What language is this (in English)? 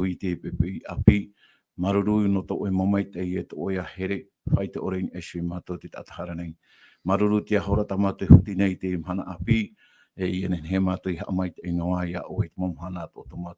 Tahitian